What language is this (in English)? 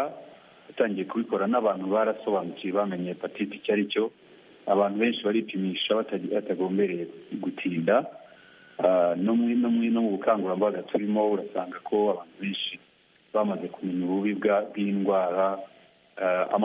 Kinyarwanda